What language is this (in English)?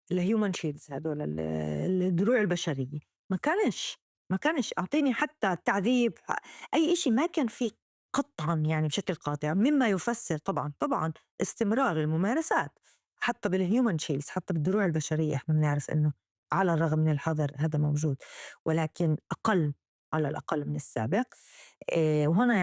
North Levantine Arabic